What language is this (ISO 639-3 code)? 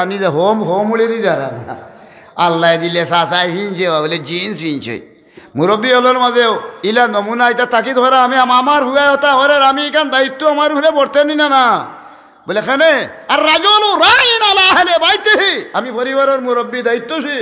syl